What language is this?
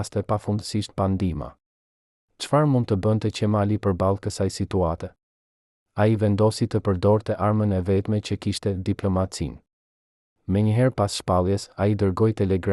Albanian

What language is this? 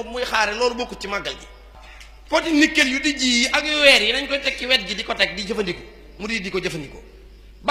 Wolof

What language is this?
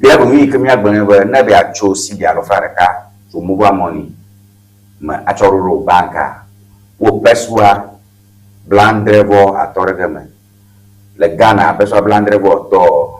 Ewe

